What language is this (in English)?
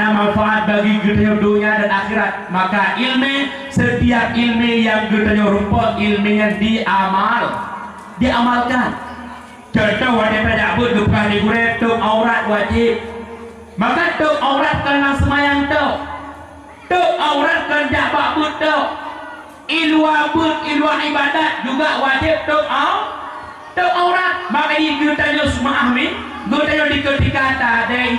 Achinese